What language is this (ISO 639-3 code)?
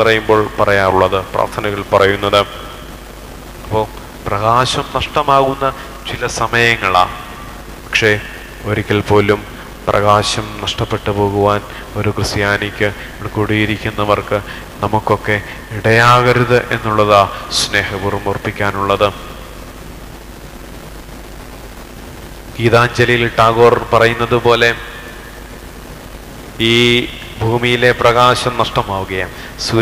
mal